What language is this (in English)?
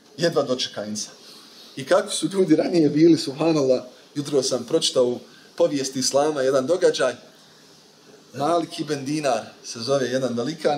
Bosnian